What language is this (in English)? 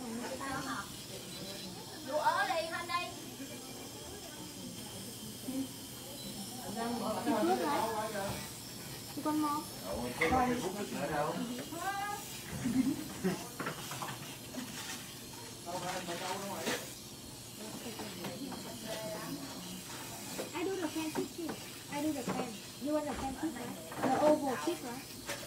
Vietnamese